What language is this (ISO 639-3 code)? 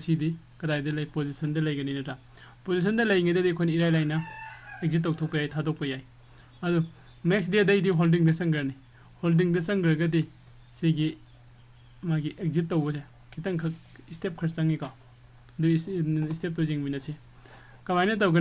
mni